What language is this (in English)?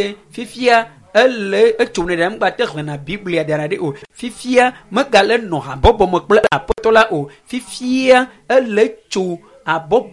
Ewe